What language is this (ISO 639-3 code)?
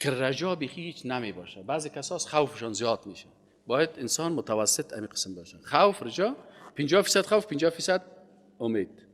fas